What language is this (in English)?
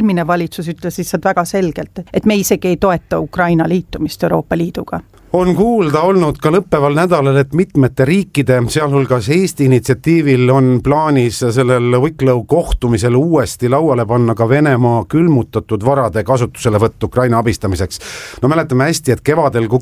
Estonian